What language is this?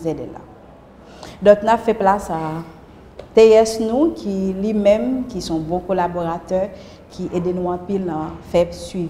Haitian Creole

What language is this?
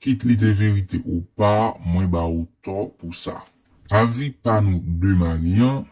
Haitian Creole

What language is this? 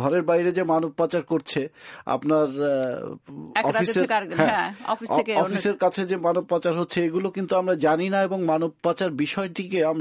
Bangla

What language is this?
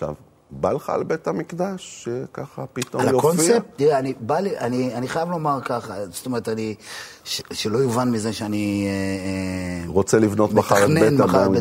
Hebrew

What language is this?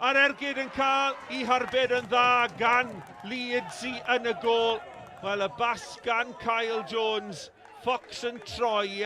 Welsh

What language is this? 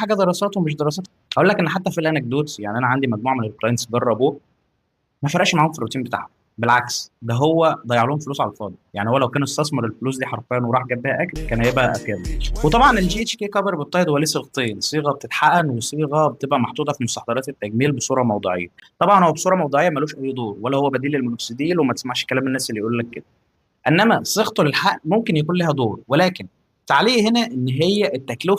Egyptian Arabic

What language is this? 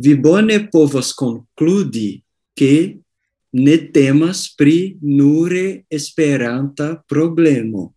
Esperanto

